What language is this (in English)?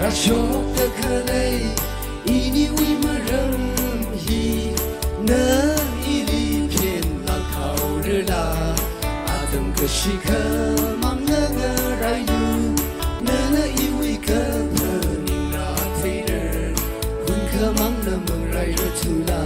Tangkhul Naga (India)